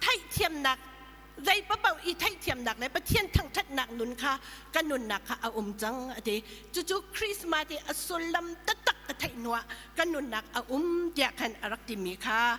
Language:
Hakha Chin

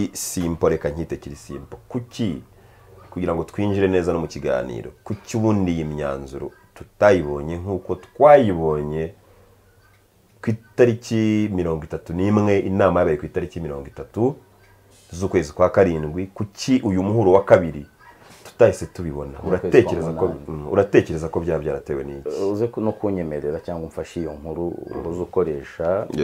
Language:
Kinyarwanda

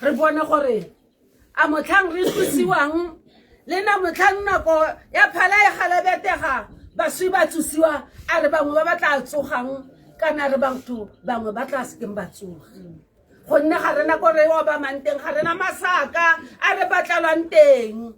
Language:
Tswana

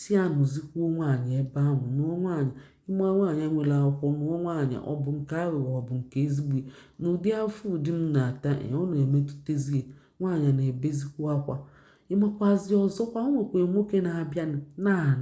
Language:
Igbo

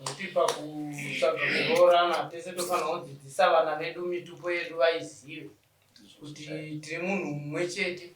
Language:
Shona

